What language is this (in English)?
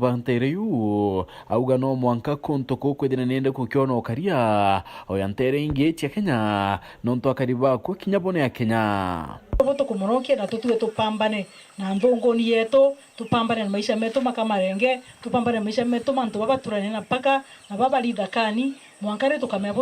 Meru